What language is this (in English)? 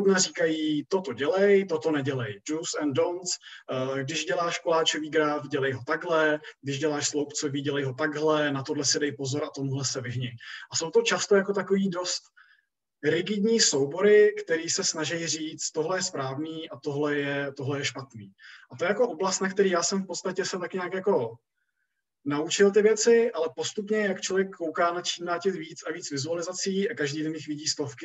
Czech